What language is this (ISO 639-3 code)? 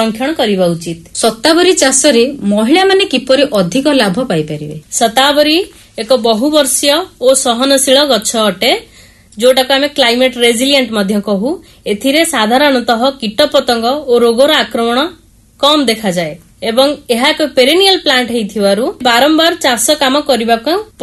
ori